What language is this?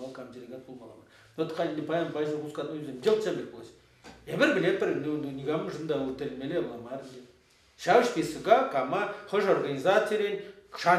Chuvash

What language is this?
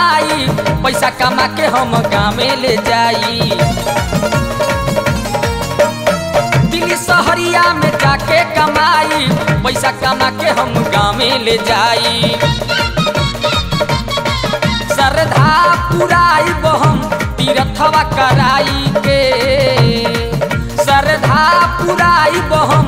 Bhojpuri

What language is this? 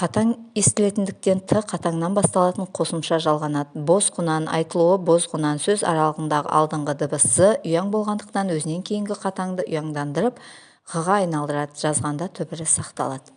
Kazakh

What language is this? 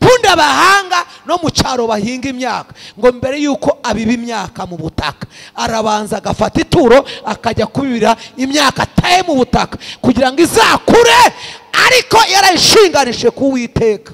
Kinyarwanda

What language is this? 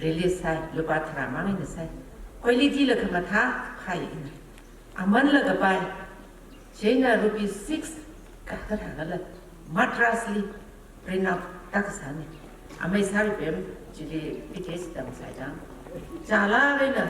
Tangkhul Naga (India)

